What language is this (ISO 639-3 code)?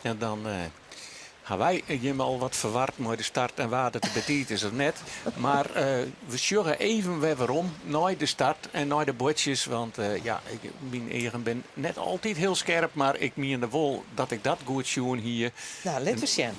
fry